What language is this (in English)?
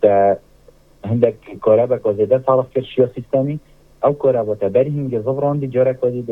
Kurdish